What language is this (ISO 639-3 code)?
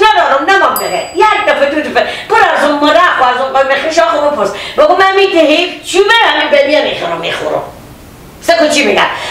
fas